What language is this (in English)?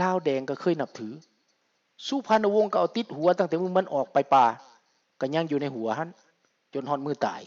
Lao